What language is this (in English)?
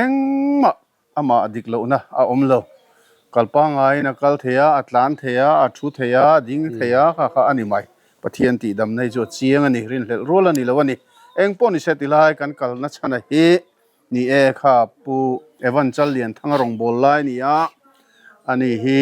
Mizo